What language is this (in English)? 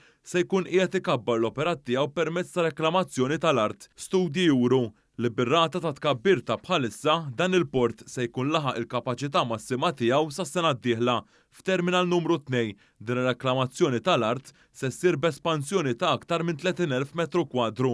Maltese